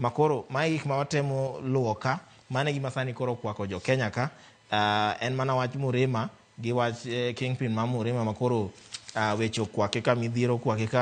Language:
Luo (Kenya and Tanzania)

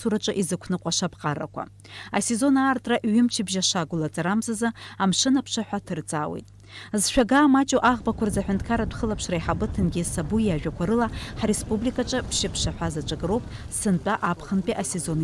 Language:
Abkhazian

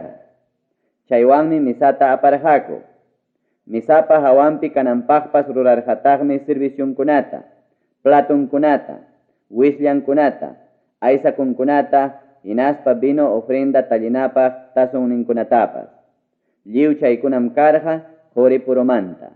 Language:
Ayacucho Quechua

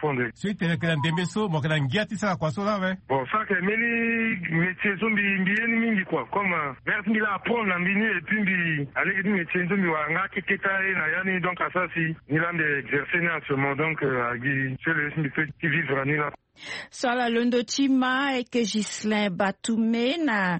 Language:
Sango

